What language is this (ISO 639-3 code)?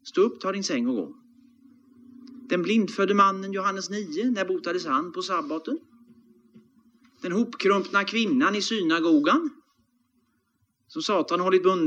swe